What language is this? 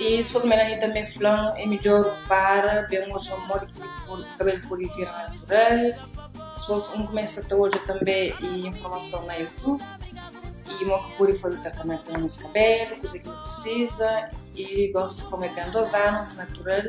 Kabuverdianu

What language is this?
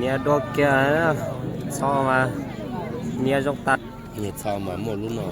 Hmong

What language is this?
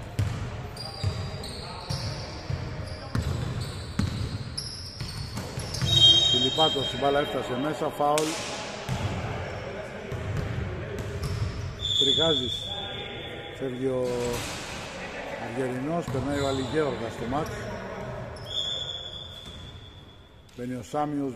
Greek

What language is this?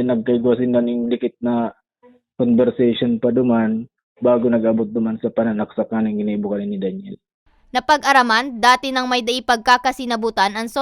Bikol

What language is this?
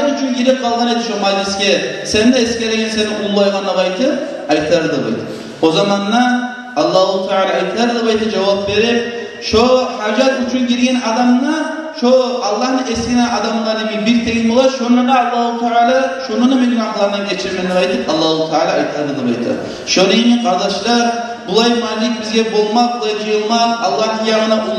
Kumyk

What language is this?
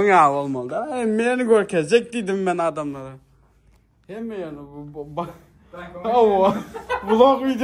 Turkmen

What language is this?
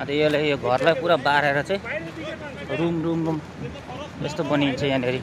Nepali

